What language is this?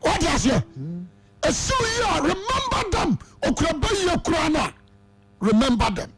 Akan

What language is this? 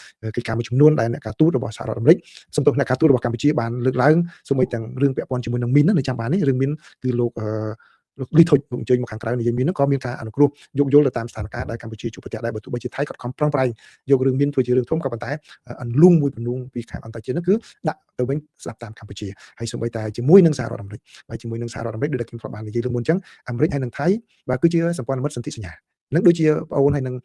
Khmer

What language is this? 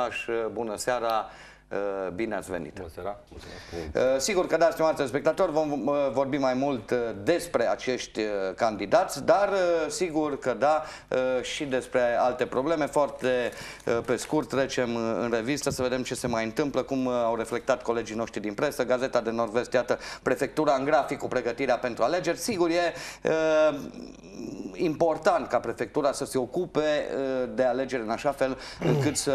Romanian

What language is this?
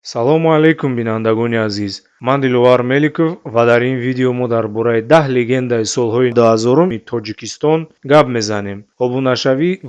Tajik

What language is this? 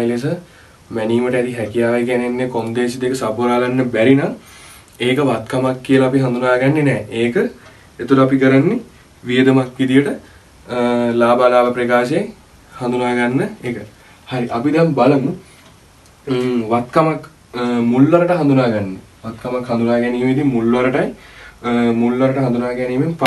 Sinhala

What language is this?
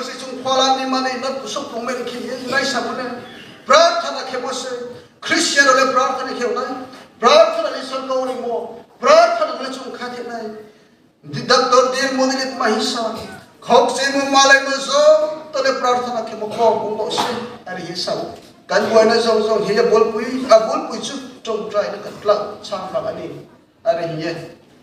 Riang (India)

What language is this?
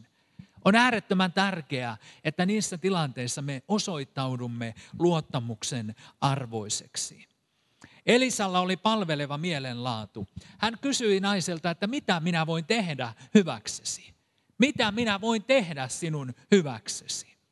Finnish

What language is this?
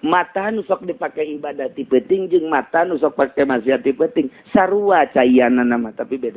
Sundanese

